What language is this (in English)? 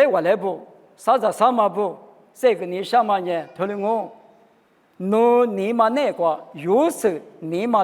Lisu